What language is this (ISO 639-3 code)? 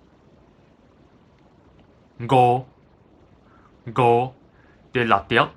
nan